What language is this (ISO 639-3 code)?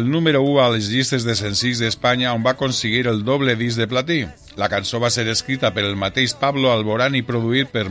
cat